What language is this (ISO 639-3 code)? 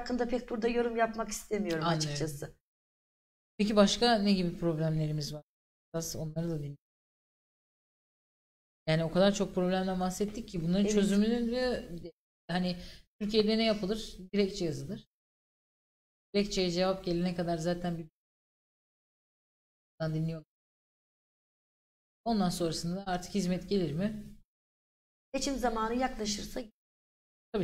tur